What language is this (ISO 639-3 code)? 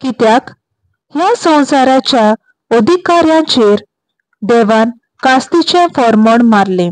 kok